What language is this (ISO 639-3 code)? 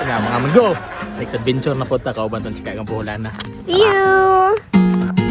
ceb